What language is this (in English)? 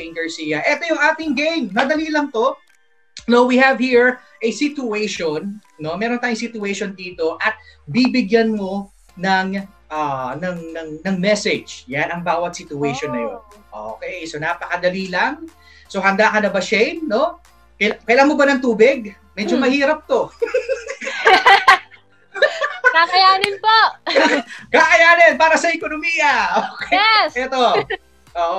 Filipino